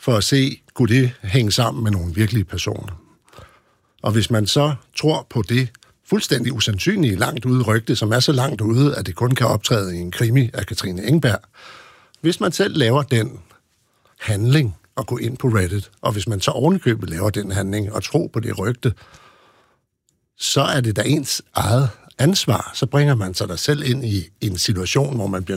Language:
Danish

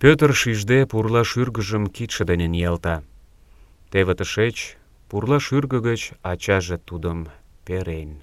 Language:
Mari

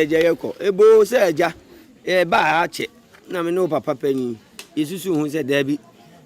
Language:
Akan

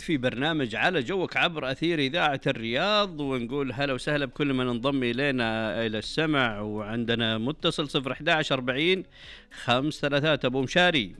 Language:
Najdi Arabic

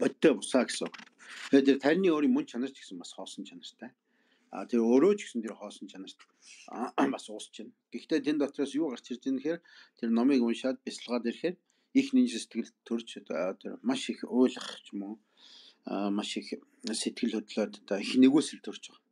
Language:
Mongolian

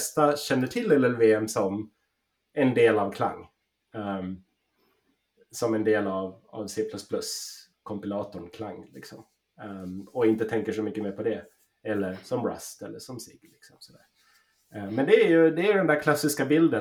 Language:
Swedish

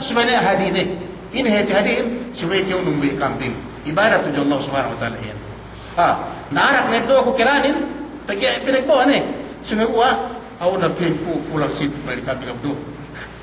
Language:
Yakan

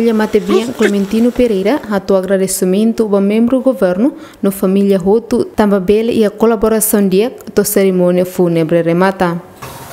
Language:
Tetum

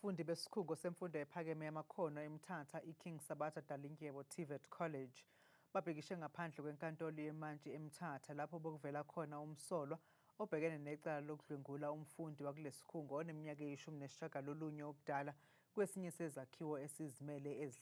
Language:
Zulu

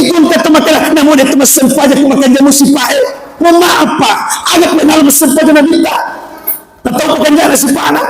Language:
Buginese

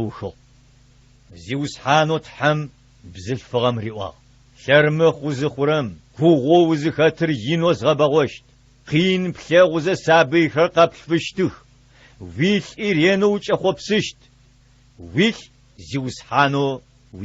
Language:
Adyghe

